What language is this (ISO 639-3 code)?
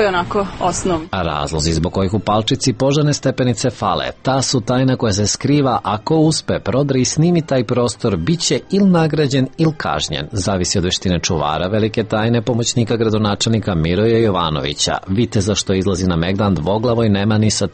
srp